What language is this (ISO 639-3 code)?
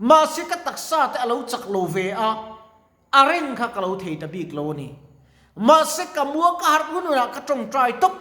lus